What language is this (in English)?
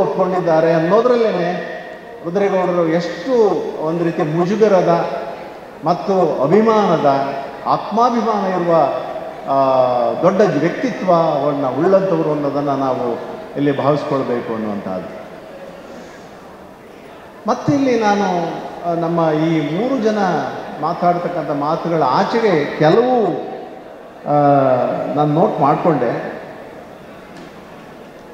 Kannada